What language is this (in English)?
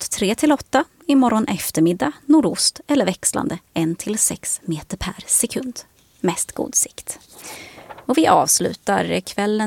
Swedish